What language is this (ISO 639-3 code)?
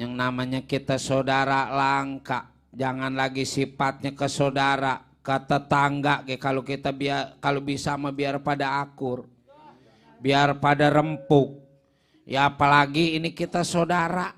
bew